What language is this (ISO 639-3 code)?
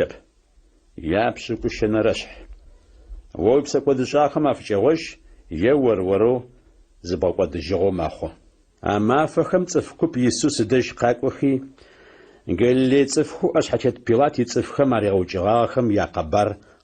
ady